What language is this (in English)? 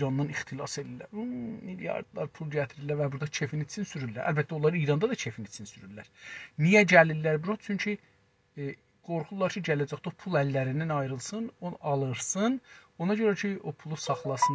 South Azerbaijani